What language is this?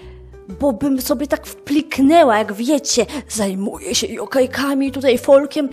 Polish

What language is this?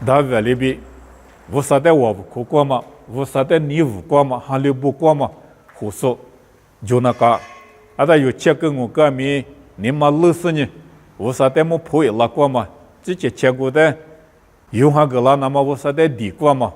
Lisu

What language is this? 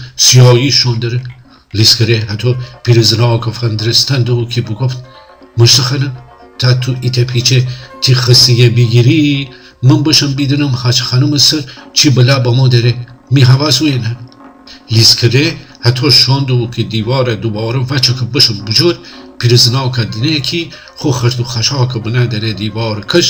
Gilaki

